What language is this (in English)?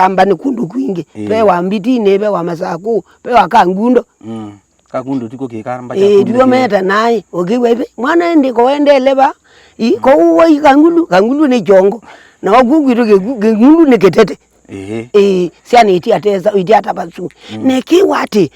Kamba